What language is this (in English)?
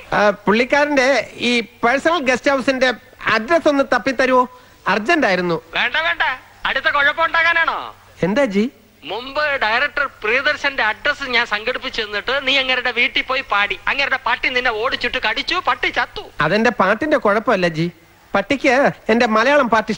Malayalam